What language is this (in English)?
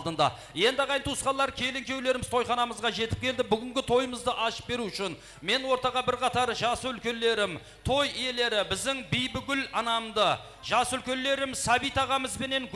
Kara-Kalpak